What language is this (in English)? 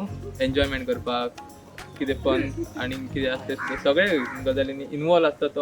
Konkani